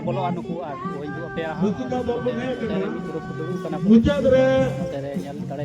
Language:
Santali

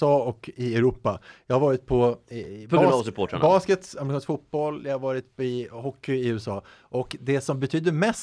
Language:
Swedish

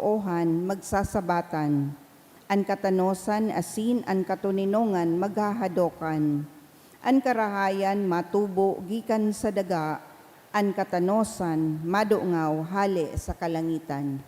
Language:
Bikol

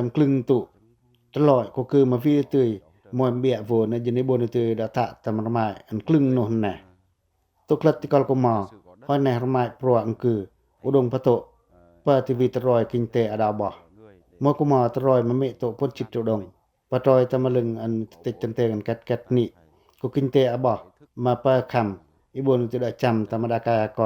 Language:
Pacoh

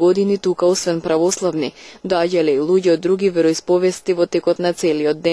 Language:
Macedonian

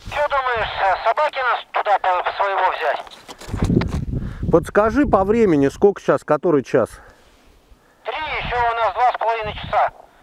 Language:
Russian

